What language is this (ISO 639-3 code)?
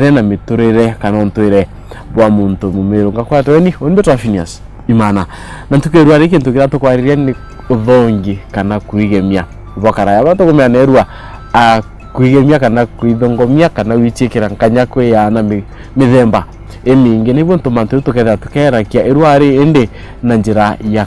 mer